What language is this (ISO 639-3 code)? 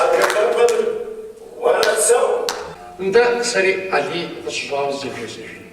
kbd